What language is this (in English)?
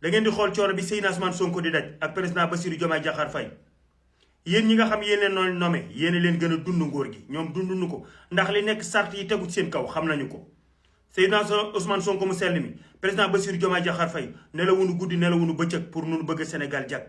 Wolof